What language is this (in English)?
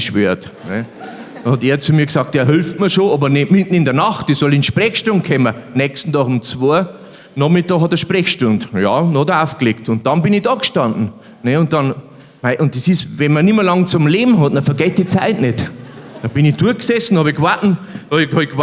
Bavarian